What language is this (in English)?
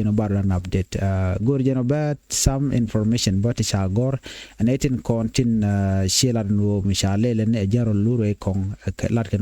Nuer